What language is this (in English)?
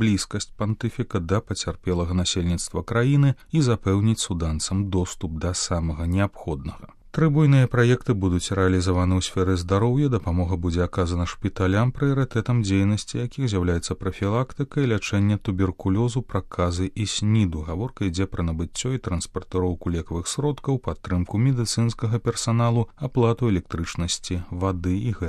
Belarusian